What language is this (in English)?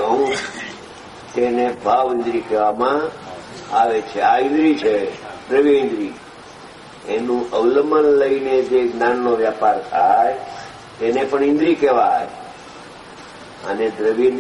Gujarati